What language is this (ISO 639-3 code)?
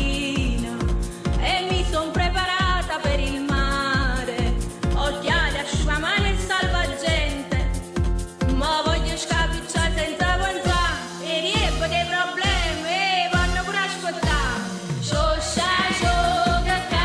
nap